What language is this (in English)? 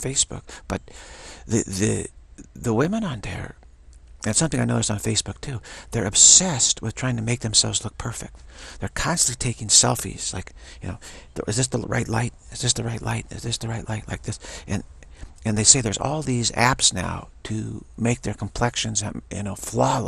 English